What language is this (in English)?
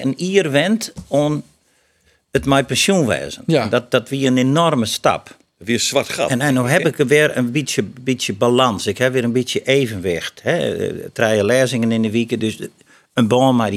Western Frisian